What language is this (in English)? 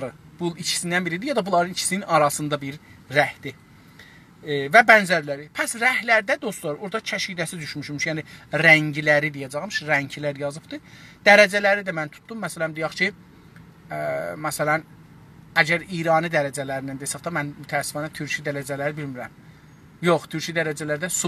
South Azerbaijani